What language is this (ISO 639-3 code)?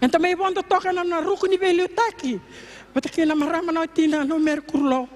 fij